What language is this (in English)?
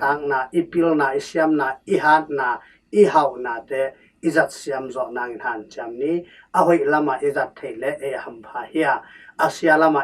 Tedim Chin